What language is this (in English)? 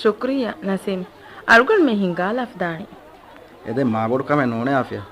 Divehi